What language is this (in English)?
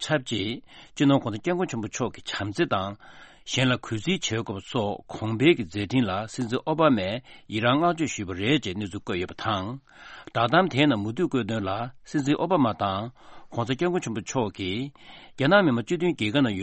Tibetan